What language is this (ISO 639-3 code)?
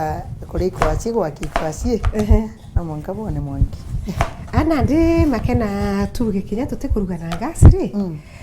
mer